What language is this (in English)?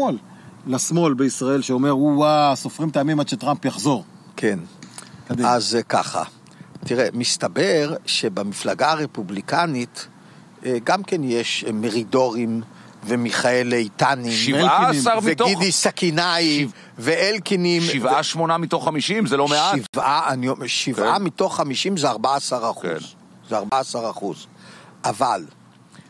Hebrew